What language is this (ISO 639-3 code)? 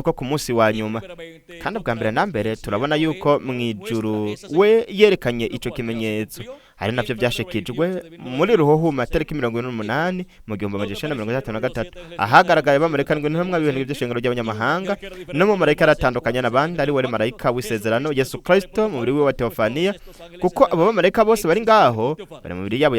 run